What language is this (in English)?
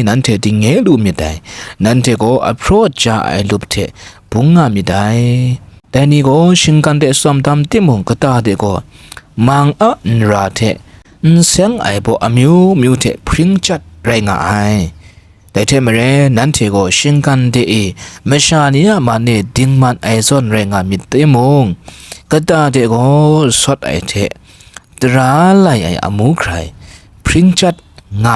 Kachin